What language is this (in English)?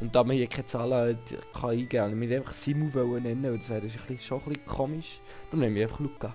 Swiss German